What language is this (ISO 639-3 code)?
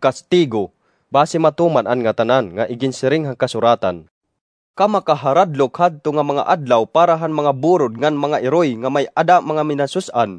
war